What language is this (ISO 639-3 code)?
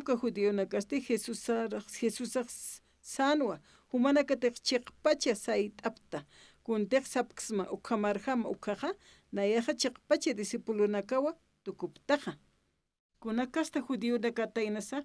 aym